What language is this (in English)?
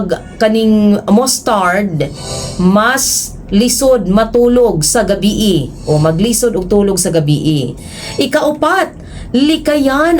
Cebuano